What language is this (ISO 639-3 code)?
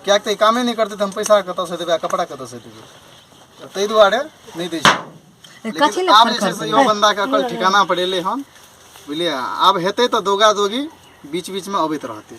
mai